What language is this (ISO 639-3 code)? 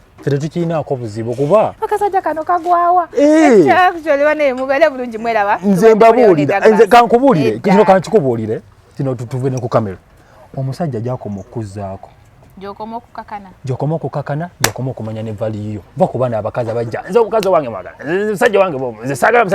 lug